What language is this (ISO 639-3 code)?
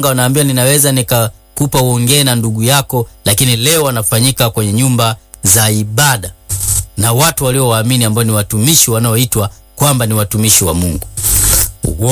swa